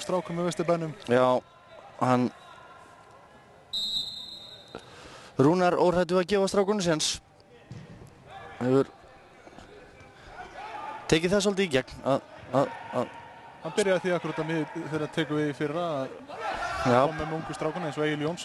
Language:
Icelandic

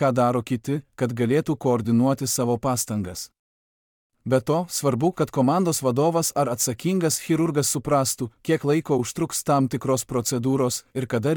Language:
Lithuanian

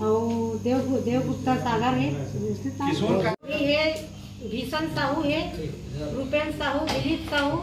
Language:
Chhattisgarhi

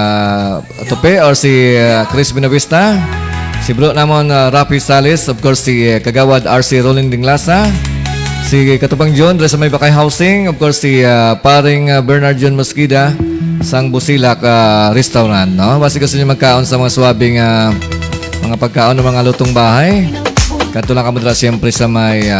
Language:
Hiligaynon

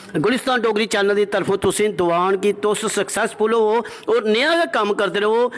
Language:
Dogri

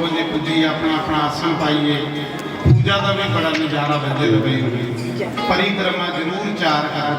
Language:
Dogri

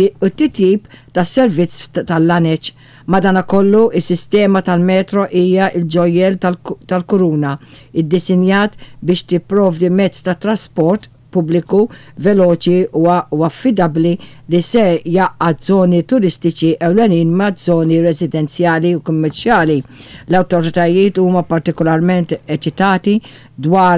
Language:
Maltese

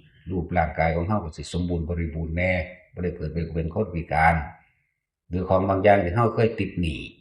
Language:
Northeastern Thai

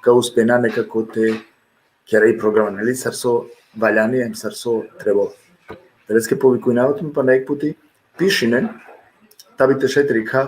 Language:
Balkan Romani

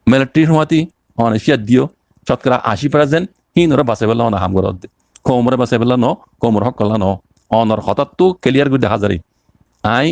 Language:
Rohingya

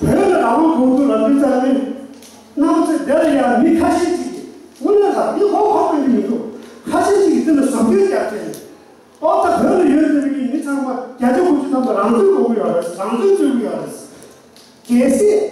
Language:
Tibetan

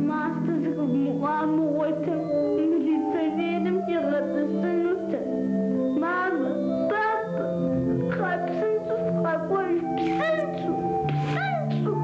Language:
Kabardian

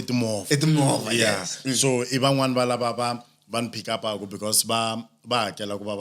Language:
Tsonga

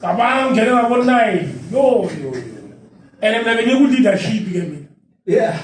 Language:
Zulu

